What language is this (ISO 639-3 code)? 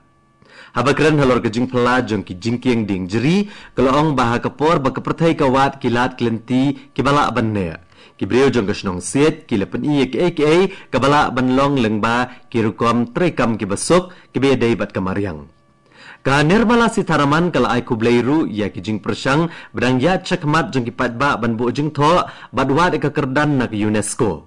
kha